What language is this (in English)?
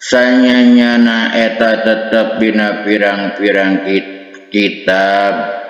Sundanese